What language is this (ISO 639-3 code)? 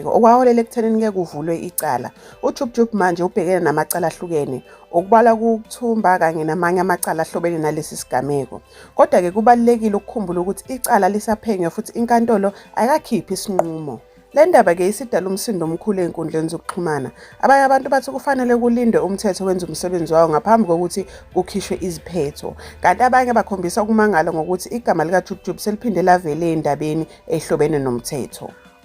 zul